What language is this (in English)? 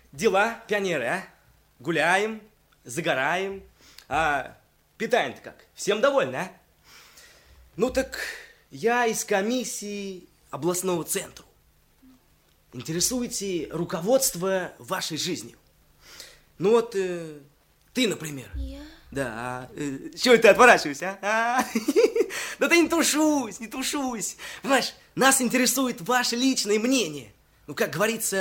Russian